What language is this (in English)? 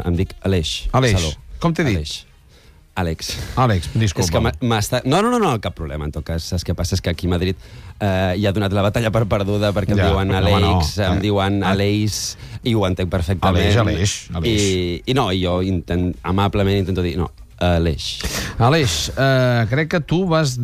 Catalan